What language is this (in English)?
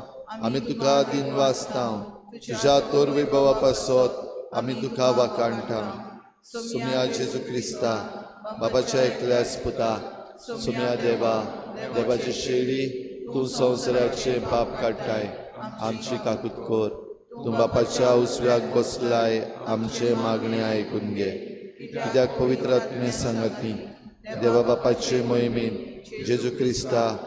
Konkani